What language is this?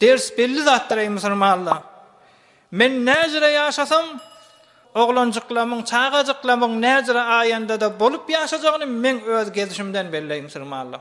Turkmen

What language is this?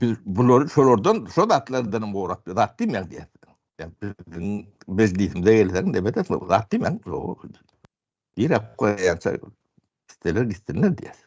Turkmen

